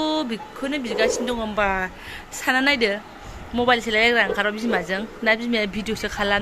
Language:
Bodo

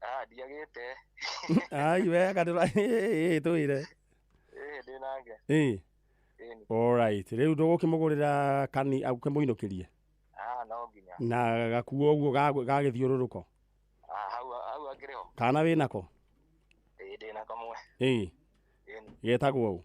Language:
Kikuyu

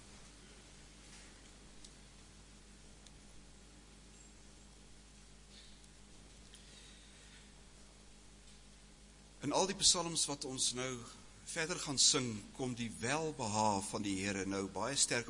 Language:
Afrikaans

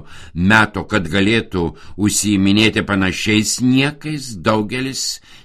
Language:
Lithuanian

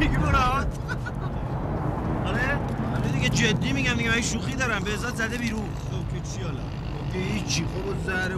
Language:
Persian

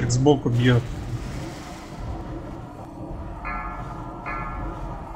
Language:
Russian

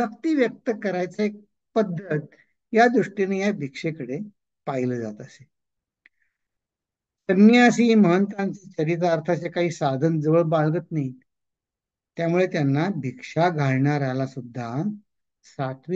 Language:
Marathi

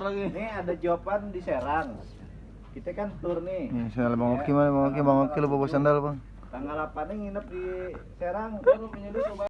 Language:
Betawi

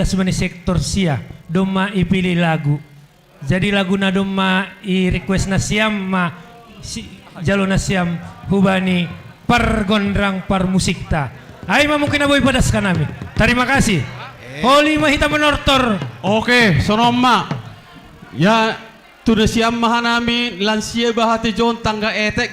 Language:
Batak Simalungun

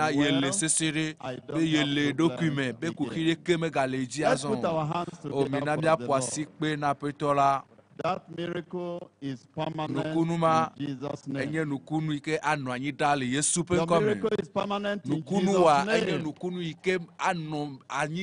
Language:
Ewe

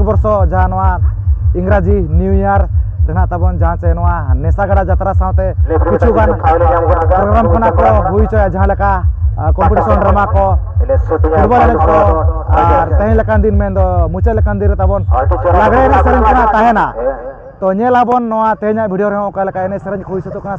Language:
Santali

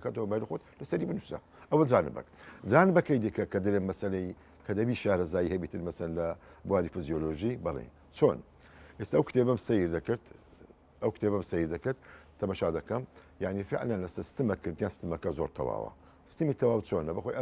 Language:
Central Kurdish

